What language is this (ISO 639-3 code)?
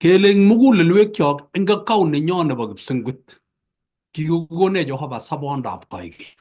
kln